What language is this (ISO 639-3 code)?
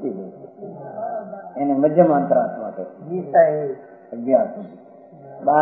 guj